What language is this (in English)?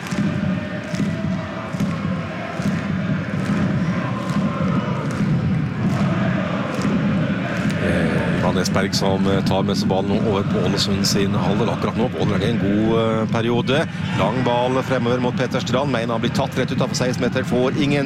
Norwegian